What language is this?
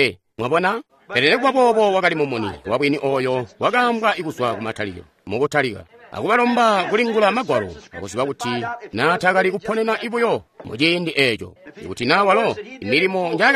Tonga (Zambia)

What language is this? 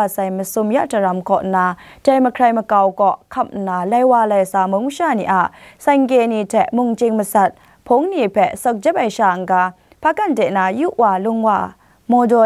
Kachin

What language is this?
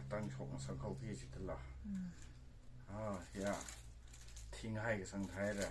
Tangkhul Naga (India)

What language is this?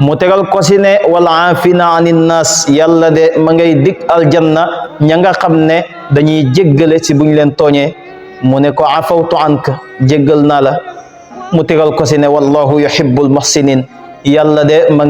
Wolof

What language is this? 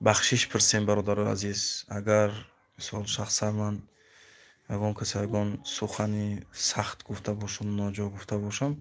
Tajik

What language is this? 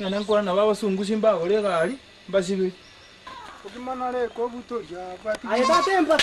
Gusii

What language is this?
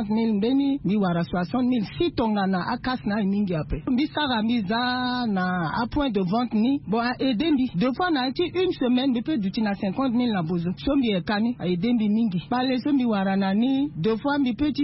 Sango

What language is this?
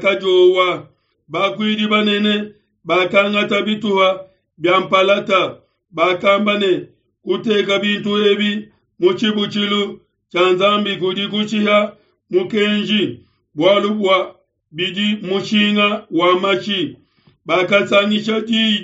Luba-Lulua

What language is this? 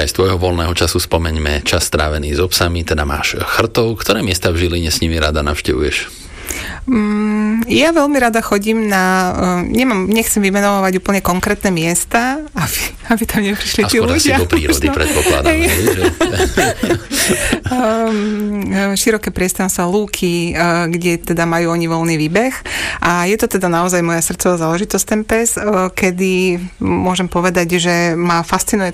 Slovak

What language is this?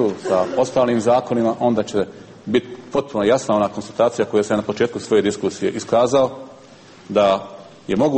Serbian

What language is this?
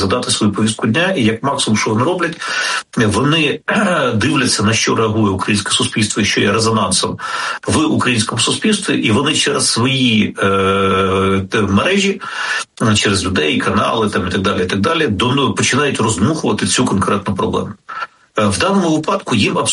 Ukrainian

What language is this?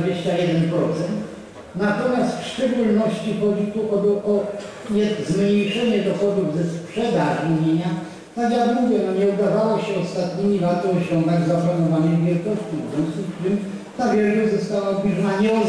Polish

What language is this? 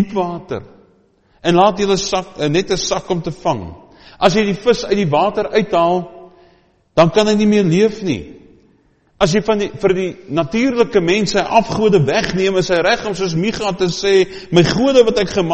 Afrikaans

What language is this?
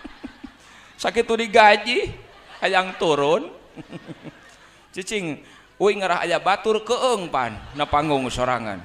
Sundanese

